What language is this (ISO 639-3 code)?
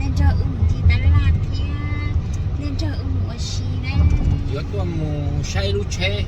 hmn